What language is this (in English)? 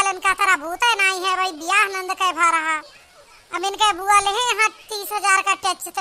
Awadhi